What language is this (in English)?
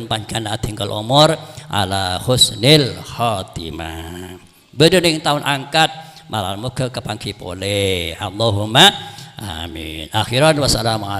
Madurese